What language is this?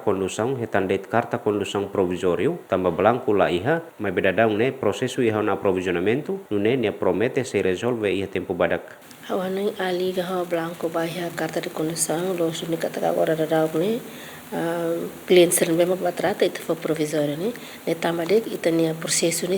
Tetum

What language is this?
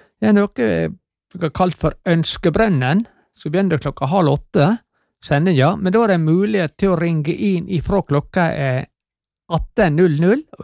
Norwegian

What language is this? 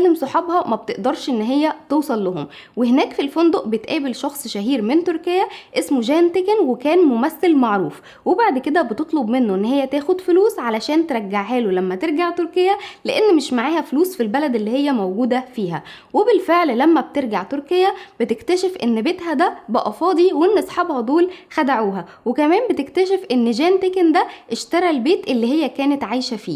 Egyptian Arabic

